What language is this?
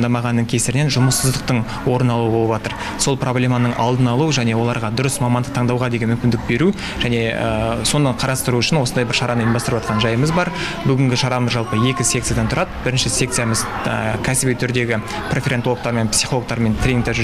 Kazakh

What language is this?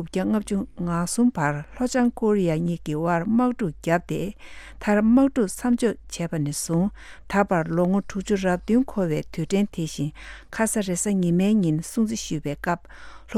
Tibetan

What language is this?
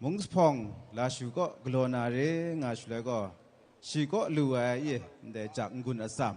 Kachin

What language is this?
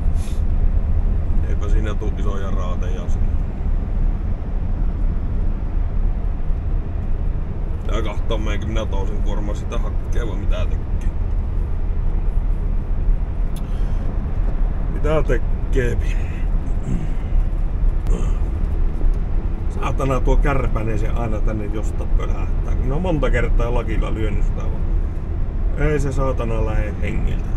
Finnish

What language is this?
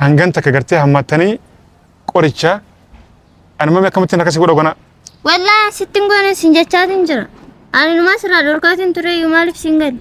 Oromo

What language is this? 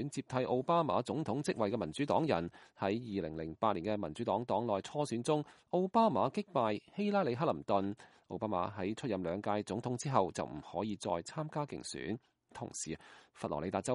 Cantonese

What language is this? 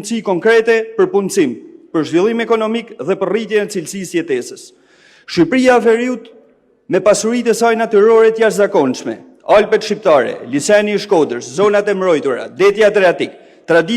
Albanian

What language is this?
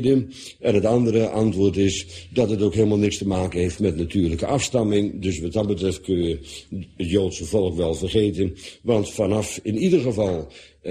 Dutch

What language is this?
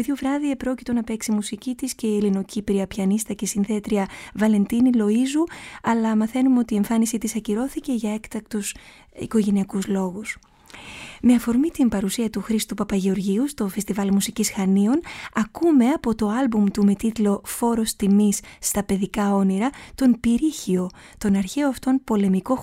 Greek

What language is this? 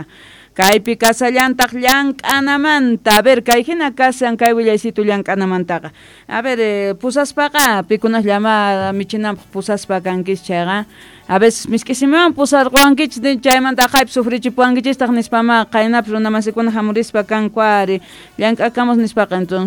Quechua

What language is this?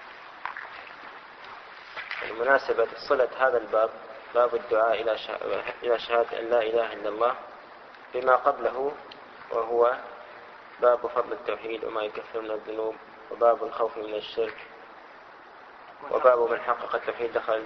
Arabic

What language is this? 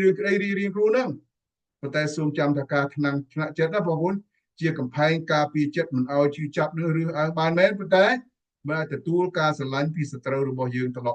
Khmer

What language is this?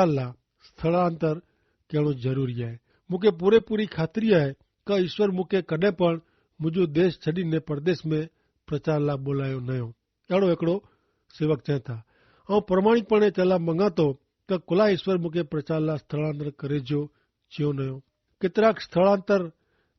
Kachhi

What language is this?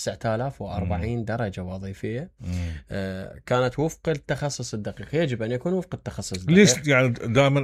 Mesopotamian Arabic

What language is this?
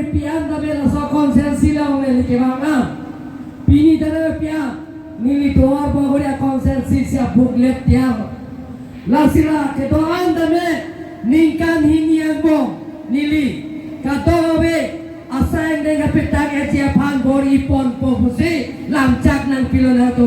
Karbi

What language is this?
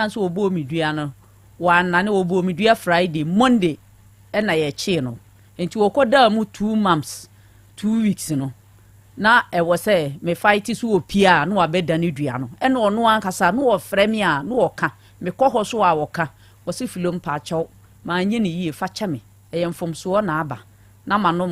Akan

